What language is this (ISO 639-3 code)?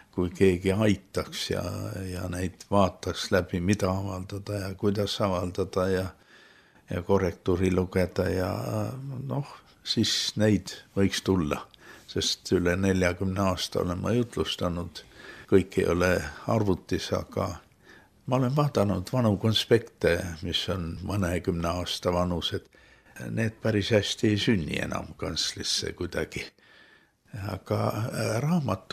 est